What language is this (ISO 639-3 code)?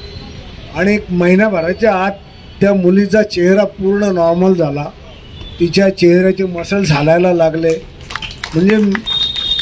mar